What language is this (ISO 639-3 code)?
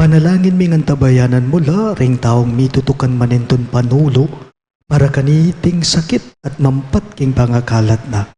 pam